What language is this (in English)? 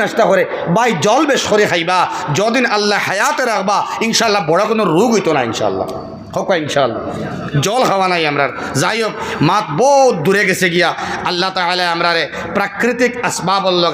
Sylheti